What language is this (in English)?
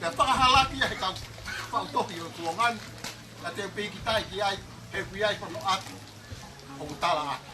Tongan